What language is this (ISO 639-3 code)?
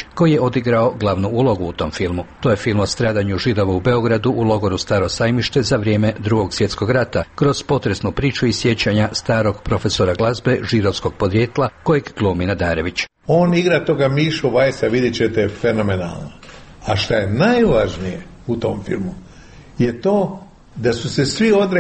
hrv